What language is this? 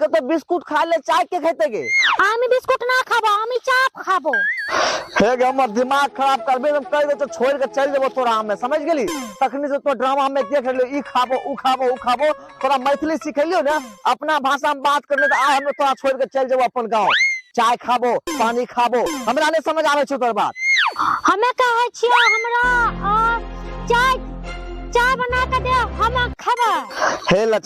Maithili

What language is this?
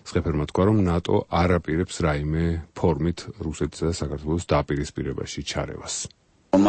Georgian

